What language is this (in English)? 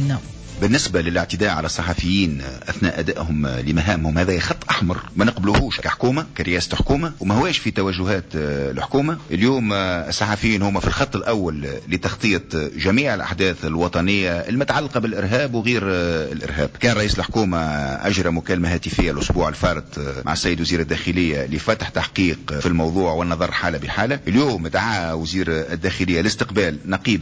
Tunisian Arabic